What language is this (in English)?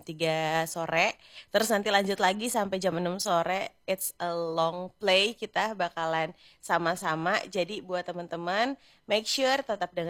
Indonesian